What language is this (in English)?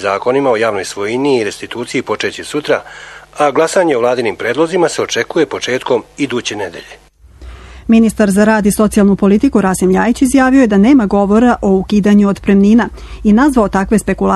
Serbian